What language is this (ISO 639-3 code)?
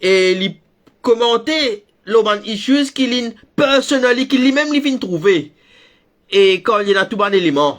mfe